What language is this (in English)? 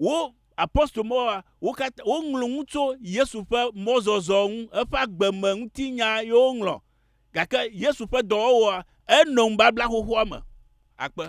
Ewe